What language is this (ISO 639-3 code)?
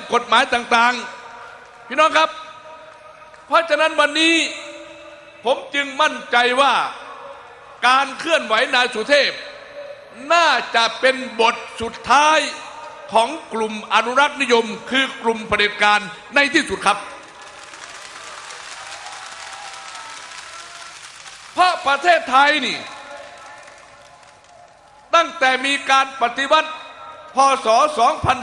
tha